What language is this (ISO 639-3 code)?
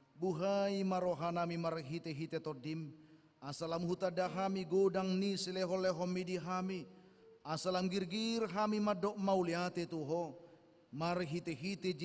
bbc